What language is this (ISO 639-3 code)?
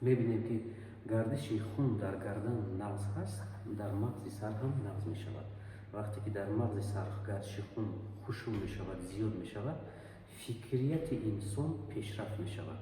tgk